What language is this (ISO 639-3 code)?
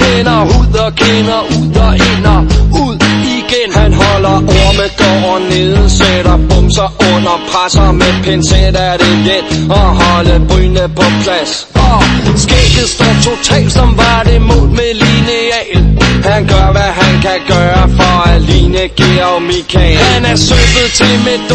dan